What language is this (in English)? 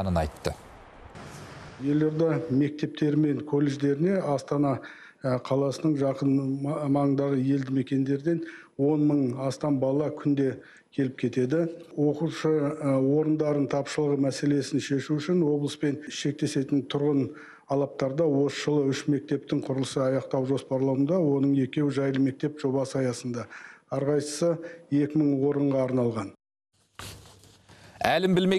Kazakh